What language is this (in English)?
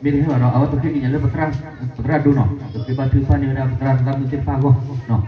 S'gaw Karen